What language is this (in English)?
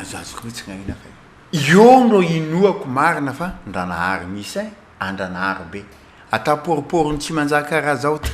Malagasy